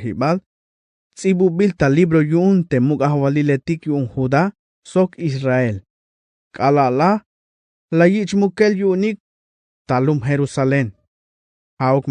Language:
Tzeltal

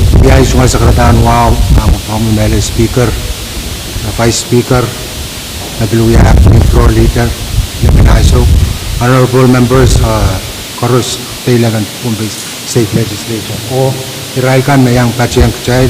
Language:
Pohnpeian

